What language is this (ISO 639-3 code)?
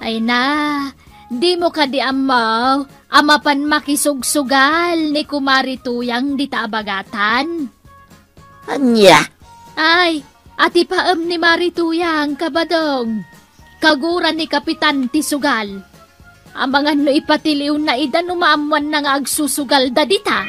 ilo